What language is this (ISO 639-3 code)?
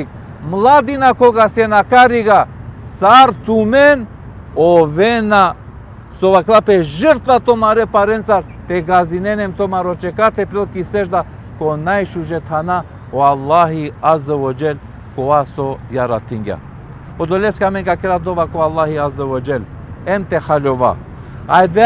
rmn